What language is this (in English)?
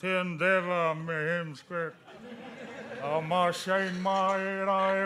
Māori